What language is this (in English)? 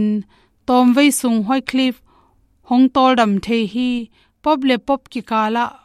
Tedim Chin